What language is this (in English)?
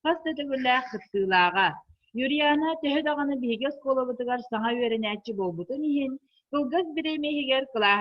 Yakut